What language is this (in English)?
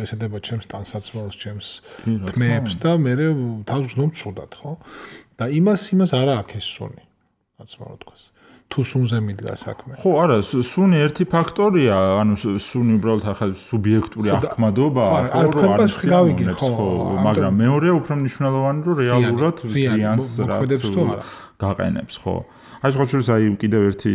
Georgian